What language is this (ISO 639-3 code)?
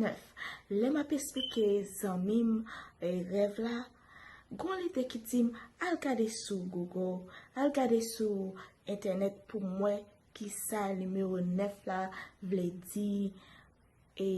hat